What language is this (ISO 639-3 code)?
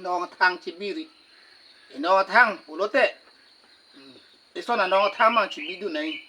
mjw